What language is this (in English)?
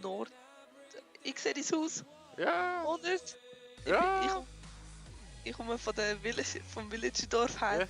Swiss German